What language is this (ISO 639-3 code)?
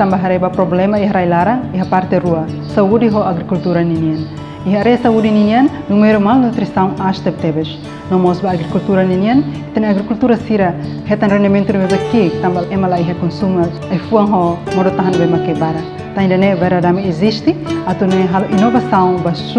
tet